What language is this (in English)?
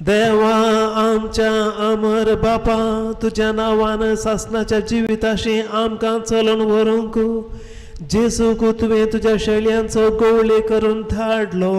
Konkani